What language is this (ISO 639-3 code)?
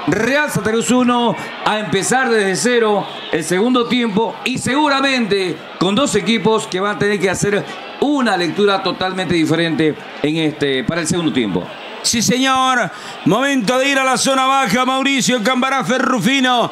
spa